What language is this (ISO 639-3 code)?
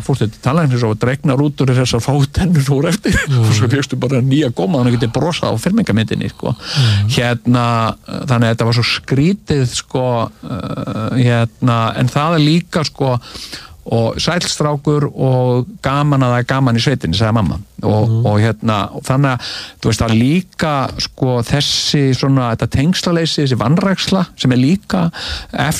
isl